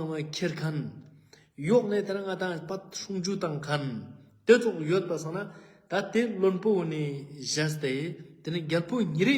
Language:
Ladakhi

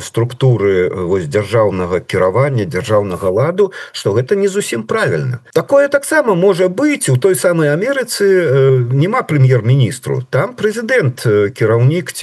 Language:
Belarusian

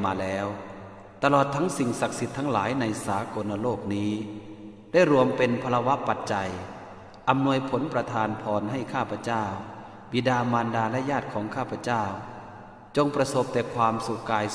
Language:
Pali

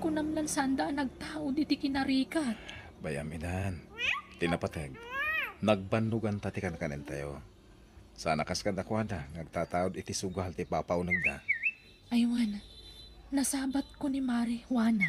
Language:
Iloko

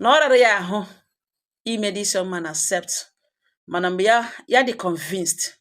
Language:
Igbo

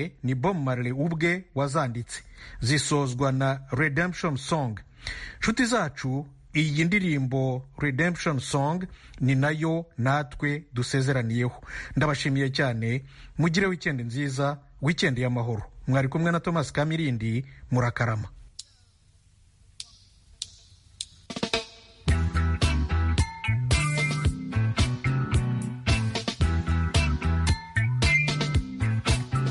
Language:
Kinyarwanda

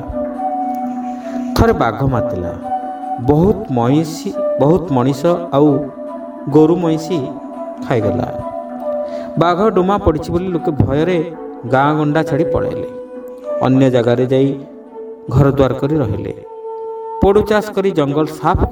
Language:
Odia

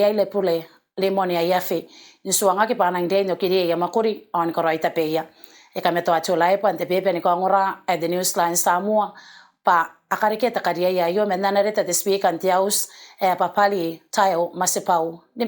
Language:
Gilbertese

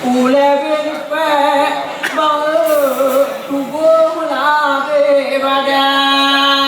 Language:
Achinese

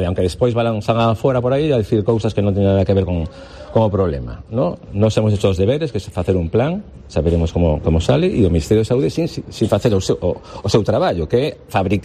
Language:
Galician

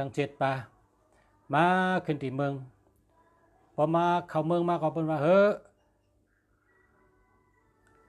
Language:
Shan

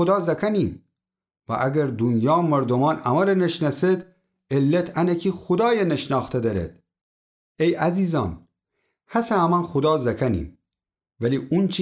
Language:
Gilaki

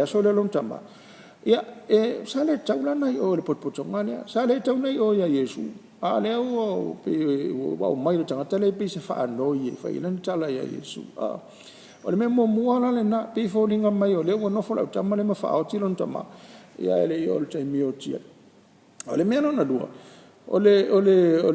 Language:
Samoan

